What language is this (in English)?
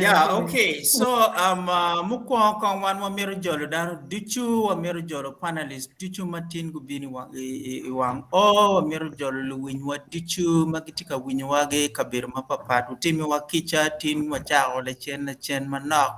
Acoli